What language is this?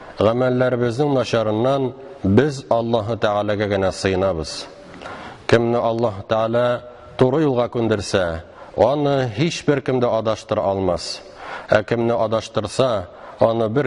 Tatar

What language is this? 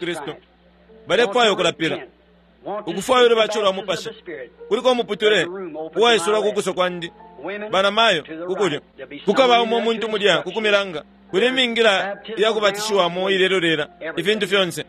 Bemba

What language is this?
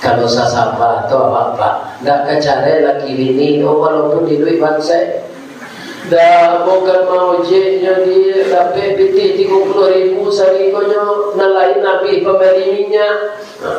Minangkabau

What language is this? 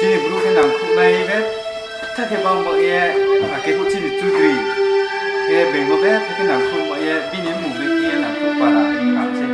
Riang (India)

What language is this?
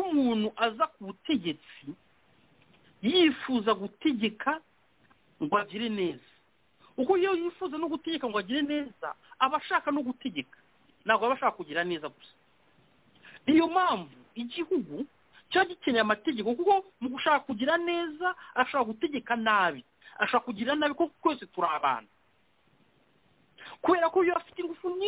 Kinyarwanda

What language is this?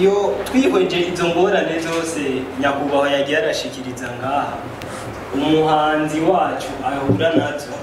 Rundi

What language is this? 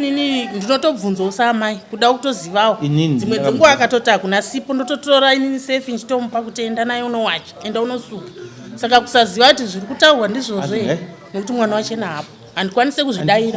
Shona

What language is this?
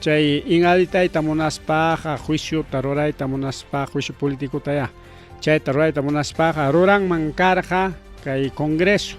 Ayacucho Quechua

